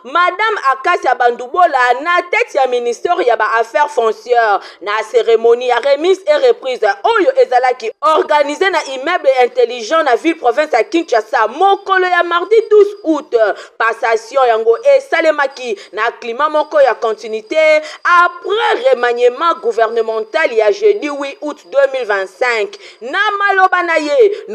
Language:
Lingala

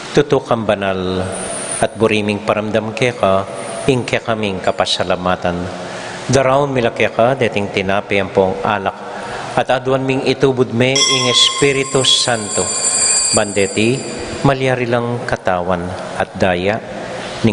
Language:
Pampanga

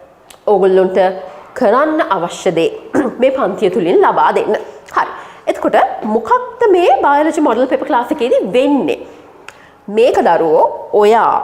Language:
Sinhala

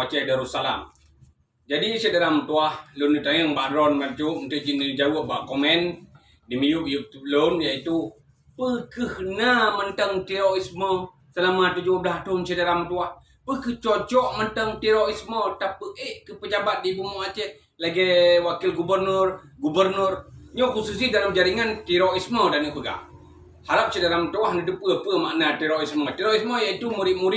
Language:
Achinese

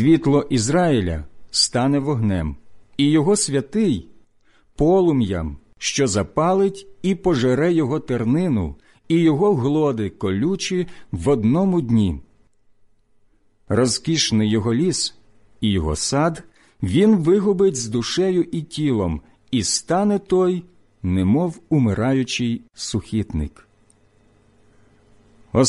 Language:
Ukrainian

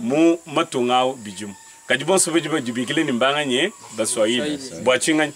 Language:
Luba-Lulua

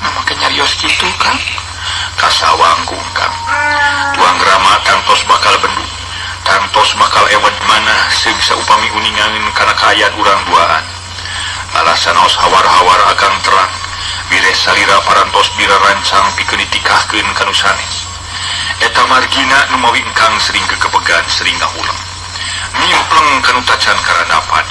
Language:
Sundanese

